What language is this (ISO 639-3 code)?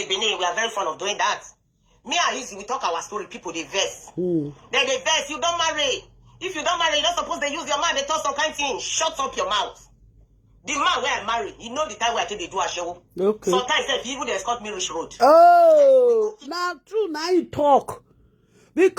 pcm